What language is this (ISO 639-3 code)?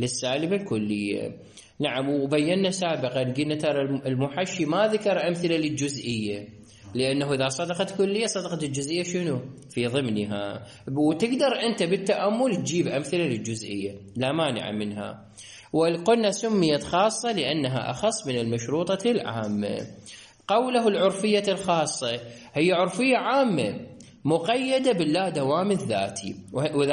acm